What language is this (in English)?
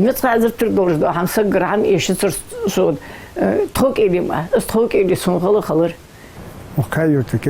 Ingush